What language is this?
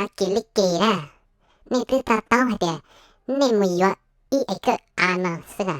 Hmong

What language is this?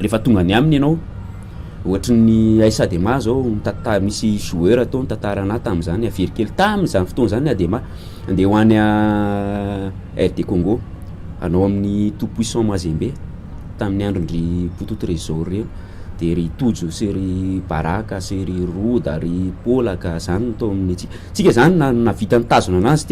Malagasy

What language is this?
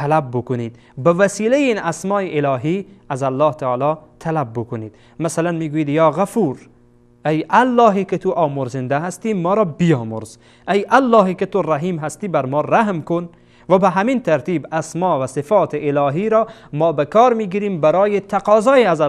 Persian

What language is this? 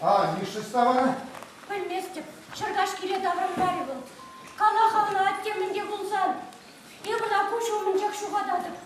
Chuvash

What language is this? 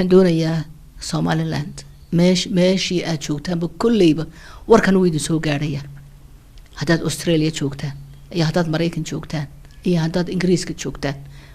Somali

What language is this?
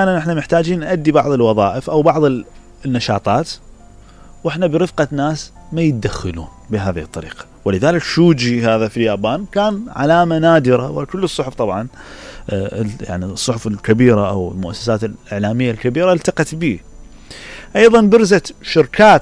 Mesopotamian Arabic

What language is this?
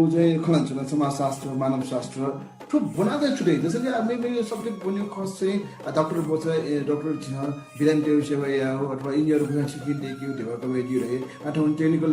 Newari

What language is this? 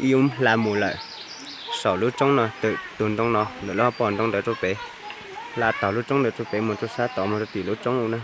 Hmong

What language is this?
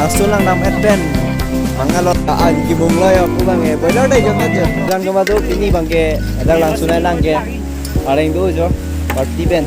Karbi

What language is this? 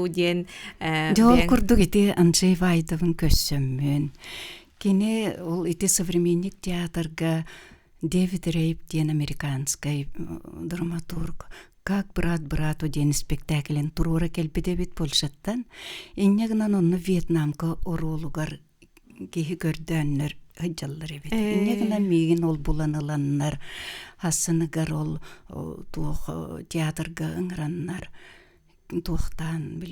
Yakut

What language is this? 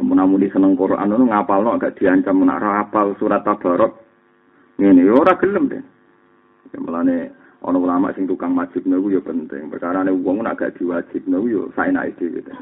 Javanese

